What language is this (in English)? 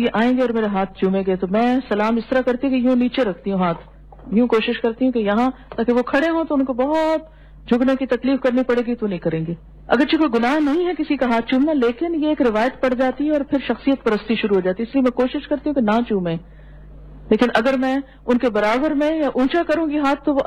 Urdu